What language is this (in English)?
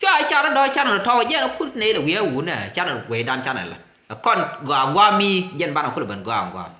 Nuer